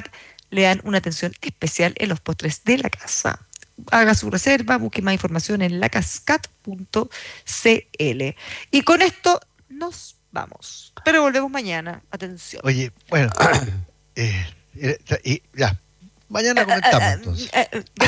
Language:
Spanish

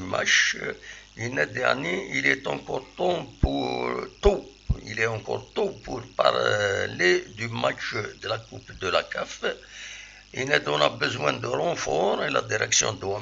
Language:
Kabyle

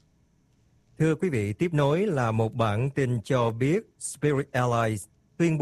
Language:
Vietnamese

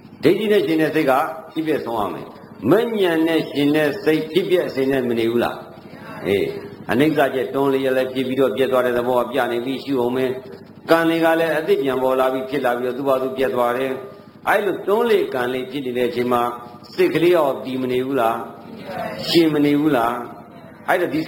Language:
Burmese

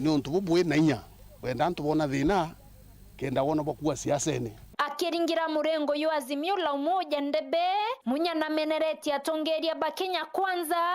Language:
Meru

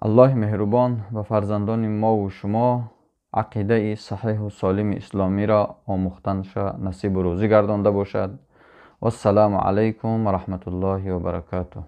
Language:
Tajik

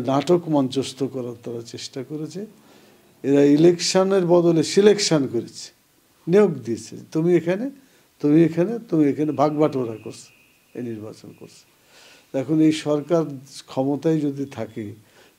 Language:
Bangla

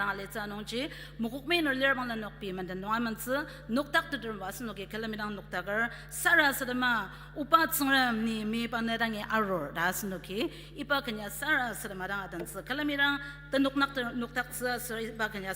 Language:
Ao Naga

